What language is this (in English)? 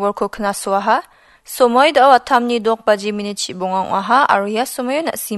Garo